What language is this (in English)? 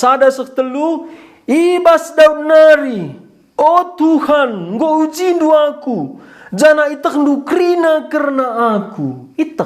Batak Karo